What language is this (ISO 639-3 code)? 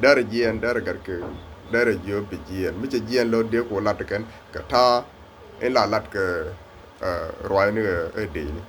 nus